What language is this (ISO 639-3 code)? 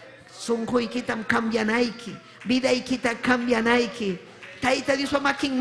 quy